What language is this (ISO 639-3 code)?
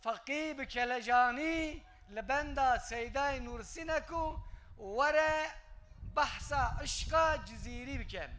kur